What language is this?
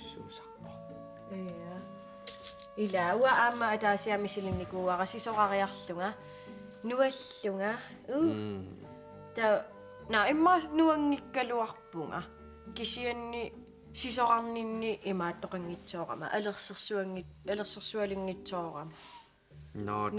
Kalaallisut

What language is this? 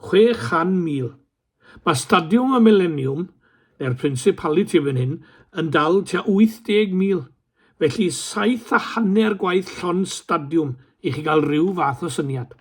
Welsh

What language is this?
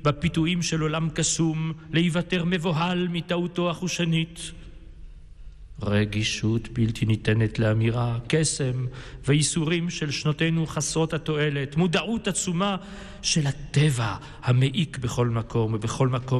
Hebrew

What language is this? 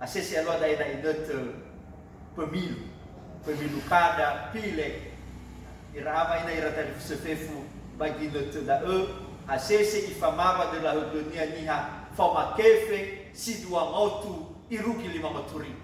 Nias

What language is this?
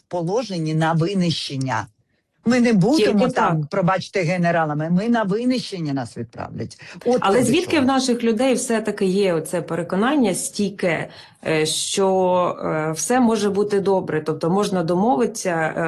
Ukrainian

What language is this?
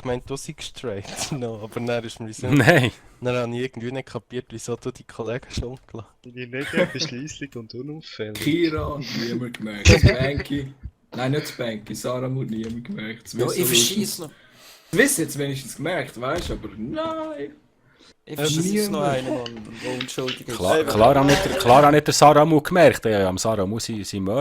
Swiss German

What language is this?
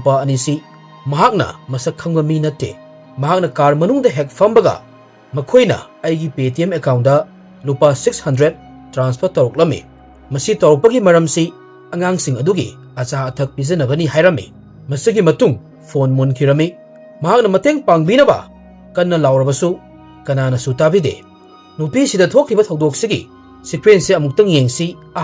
Manipuri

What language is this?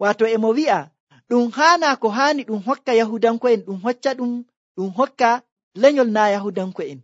Nigerian Fulfulde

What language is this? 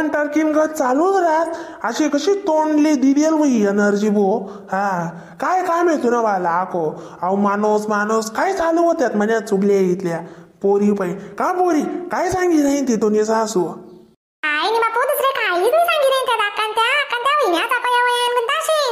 Khandesi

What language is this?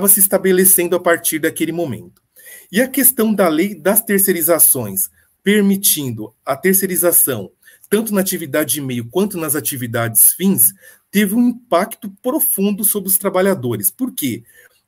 Portuguese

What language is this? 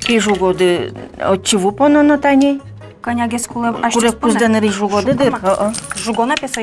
Udmurt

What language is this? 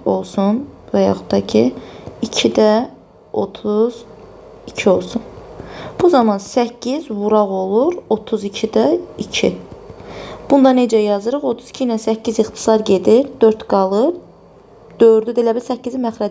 Azerbaijani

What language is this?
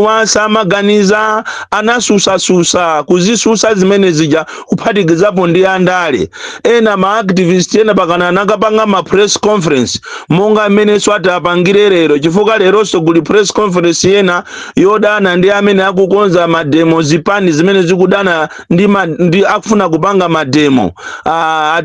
Nyanja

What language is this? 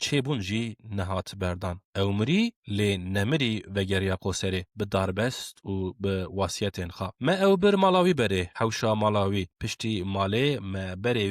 Kurdish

